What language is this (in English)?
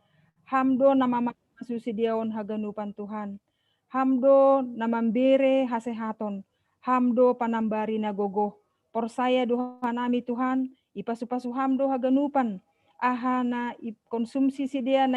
Batak Simalungun